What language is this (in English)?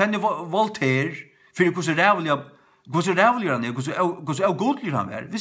Faroese